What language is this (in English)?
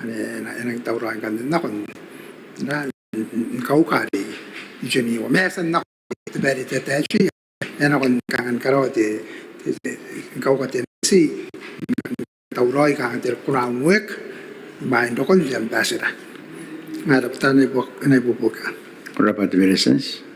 Gilbertese